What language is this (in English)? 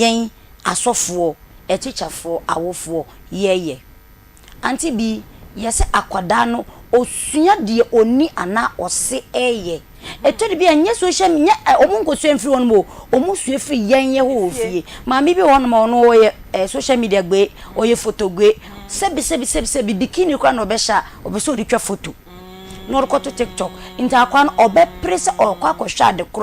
Akan